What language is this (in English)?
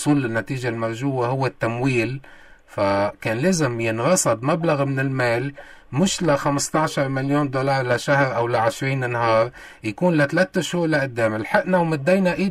North Levantine Arabic